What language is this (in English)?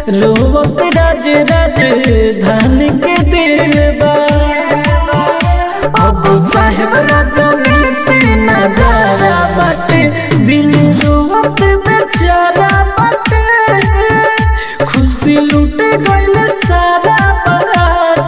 Bhojpuri